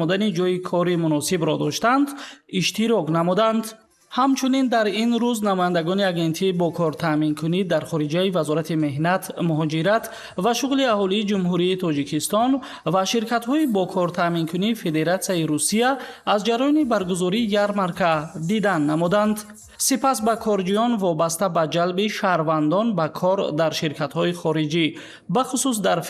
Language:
Tajik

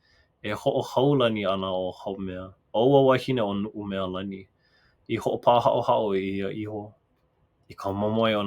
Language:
Hawaiian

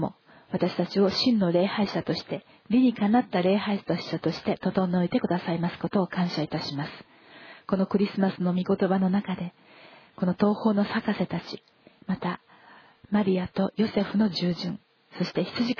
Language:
Japanese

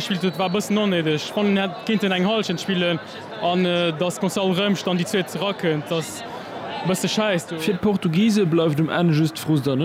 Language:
Luxembourgish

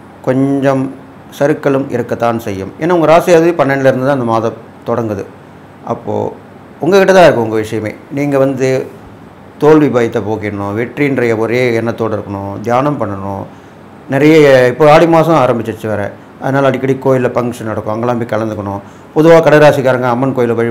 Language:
Tamil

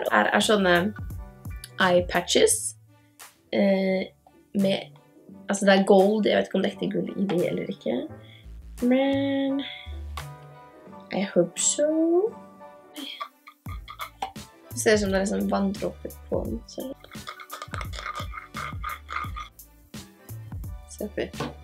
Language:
Norwegian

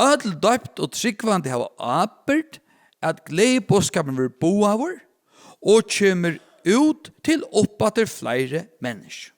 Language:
Faroese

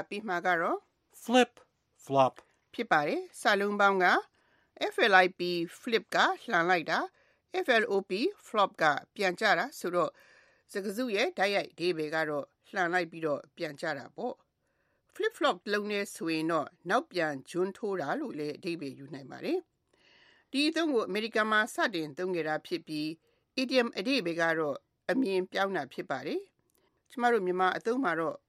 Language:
Burmese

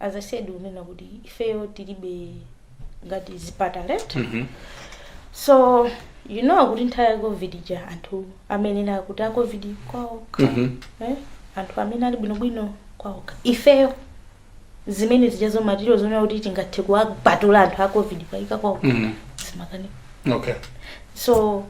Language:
Nyanja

